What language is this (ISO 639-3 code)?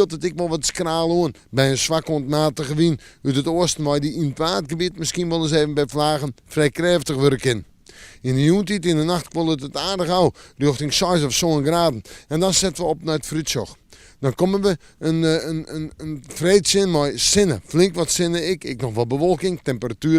fry